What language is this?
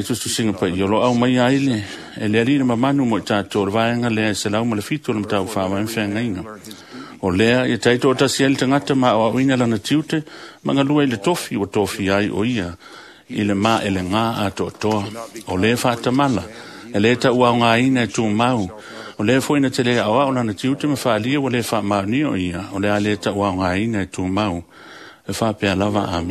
Samoan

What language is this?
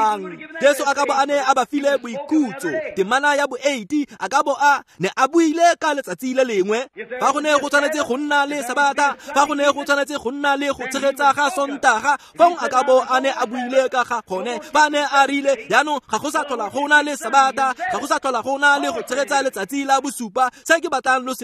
Tswana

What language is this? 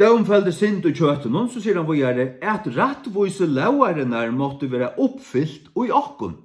Faroese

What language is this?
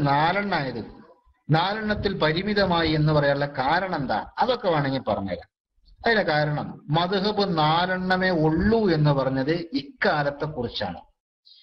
Malayalam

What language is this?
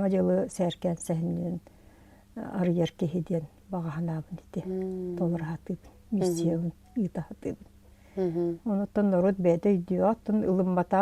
Yakut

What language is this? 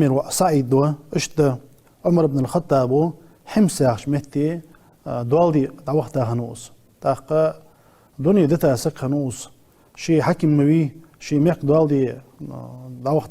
Ingush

